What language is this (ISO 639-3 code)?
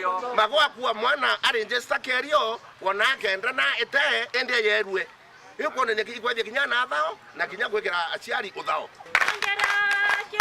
mer